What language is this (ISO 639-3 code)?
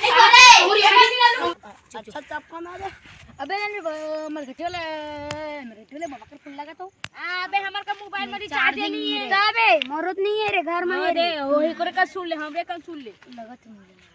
hne